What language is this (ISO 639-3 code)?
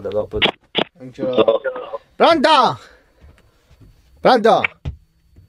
ita